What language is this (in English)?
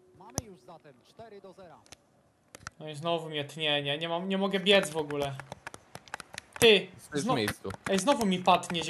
Polish